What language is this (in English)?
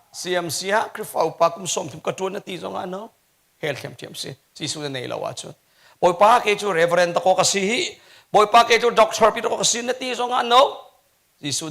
Hakha Chin